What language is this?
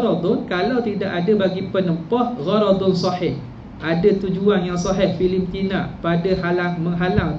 Malay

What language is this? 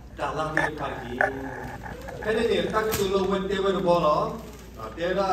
S'gaw Karen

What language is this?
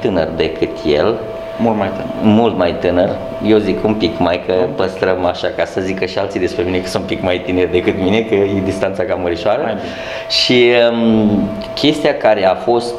Romanian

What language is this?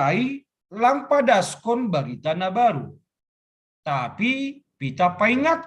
Batak Simalungun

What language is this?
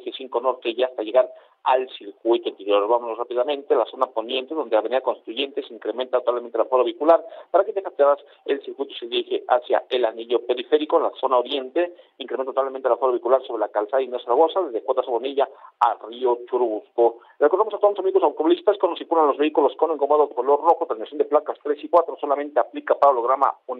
Spanish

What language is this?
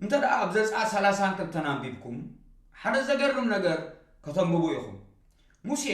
Tigrinya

